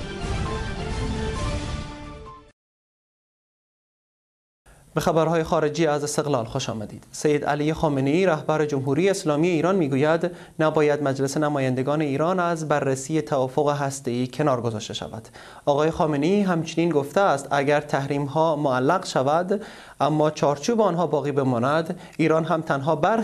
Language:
Persian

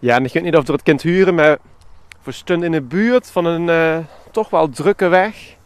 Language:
Limburgish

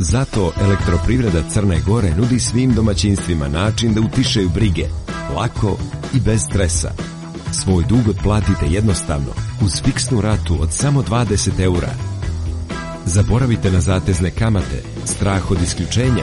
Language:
Serbian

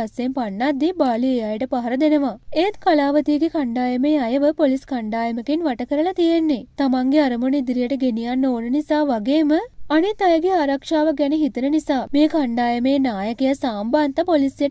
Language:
Sinhala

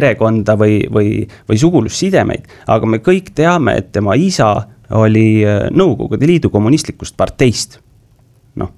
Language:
Estonian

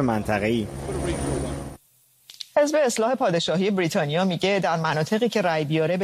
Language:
Persian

